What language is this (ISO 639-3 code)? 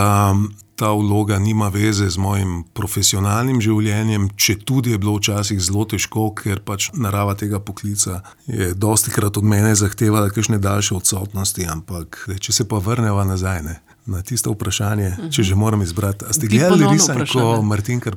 slv